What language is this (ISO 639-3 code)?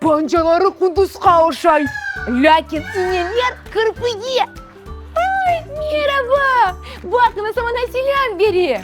crh